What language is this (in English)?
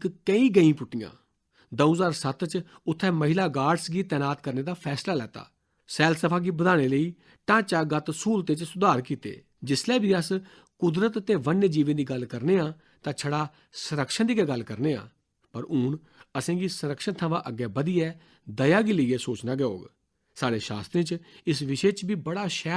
Dogri